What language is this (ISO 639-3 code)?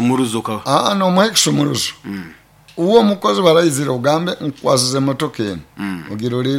nyo